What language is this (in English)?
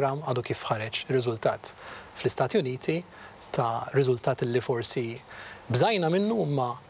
Maltese